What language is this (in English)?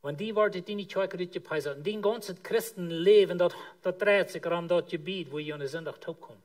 Plautdietsch